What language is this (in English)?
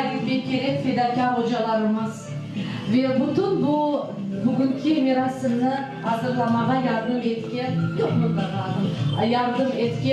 Crimean Tatar